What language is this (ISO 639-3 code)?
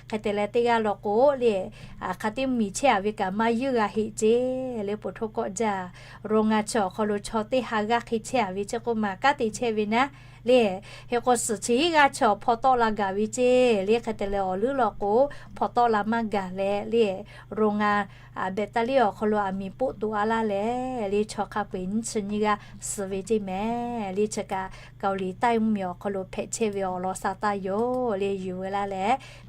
lhu